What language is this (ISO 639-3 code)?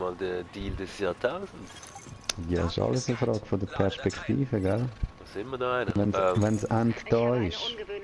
gsw